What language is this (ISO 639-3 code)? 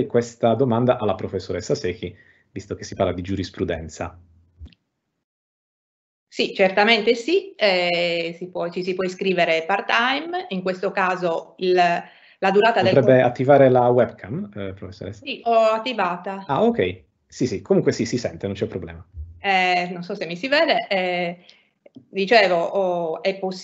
ita